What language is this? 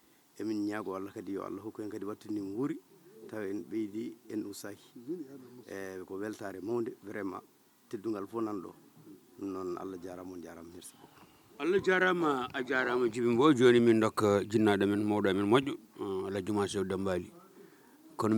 Fula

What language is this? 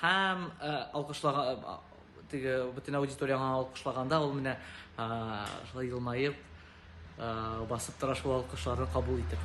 Tatar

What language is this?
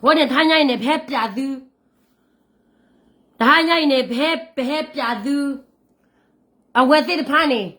S'gaw Karen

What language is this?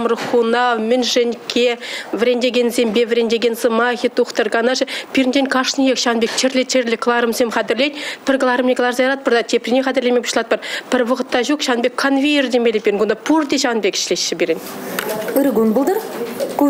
Chuvash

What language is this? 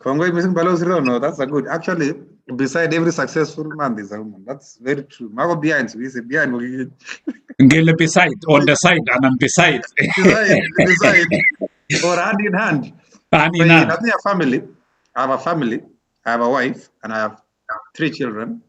Kalenjin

